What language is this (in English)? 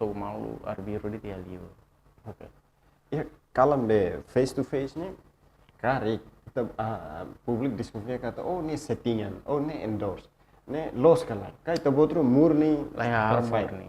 Tetum